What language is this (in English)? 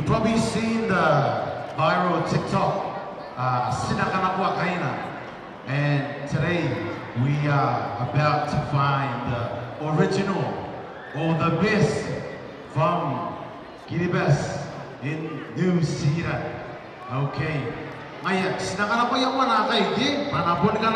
Gilbertese